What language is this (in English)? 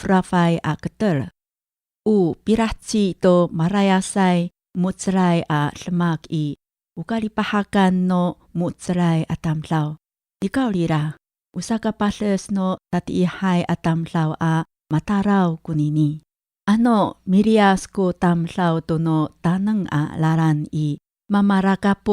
Amis